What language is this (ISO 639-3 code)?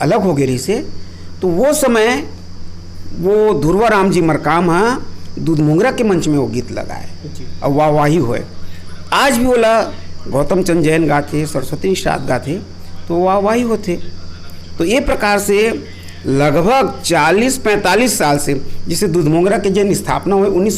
hne